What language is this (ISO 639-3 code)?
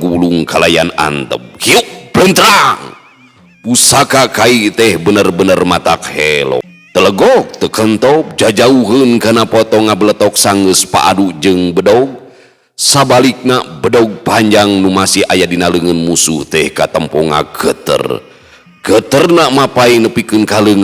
sun